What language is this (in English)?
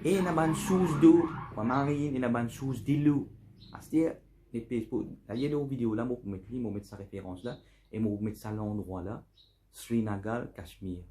Morisyen